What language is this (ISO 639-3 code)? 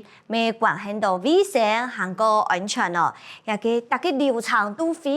hak